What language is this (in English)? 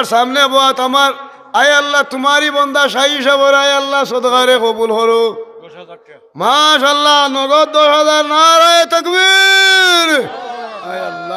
Sylheti